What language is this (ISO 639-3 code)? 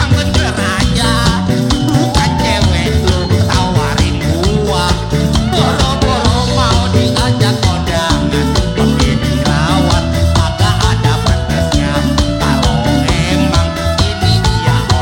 bew